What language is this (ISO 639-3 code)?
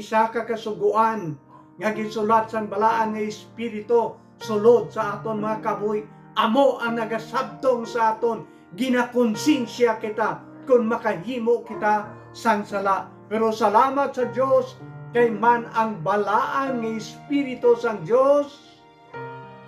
hil